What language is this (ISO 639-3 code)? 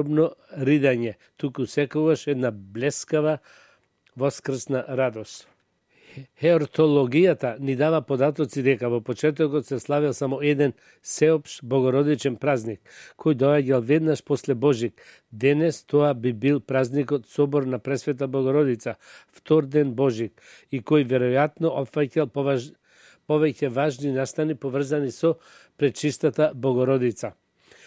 mkd